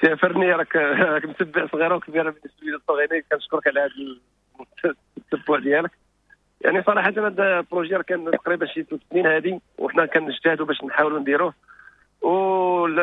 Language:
Moroccan Arabic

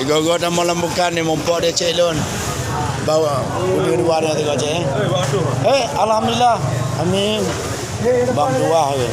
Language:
Achinese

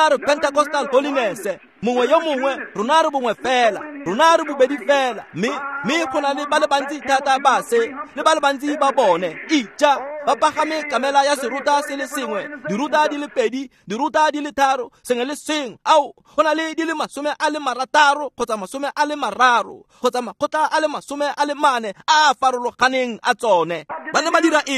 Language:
Tswana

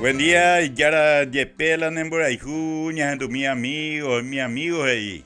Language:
Guarani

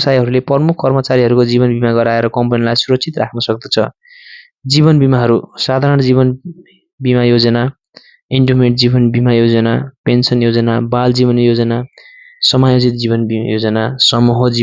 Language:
Nepali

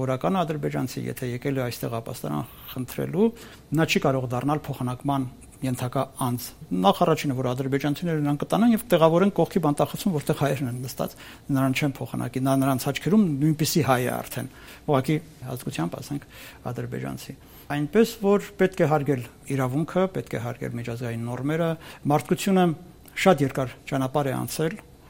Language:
Armenian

